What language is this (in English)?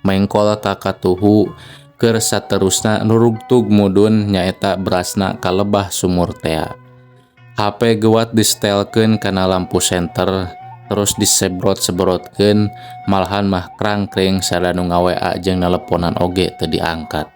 Sundanese